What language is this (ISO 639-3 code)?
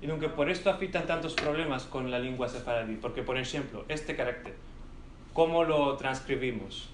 lad